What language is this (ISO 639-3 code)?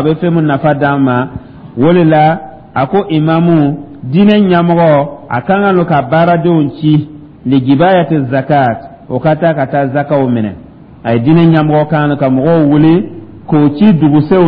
dyu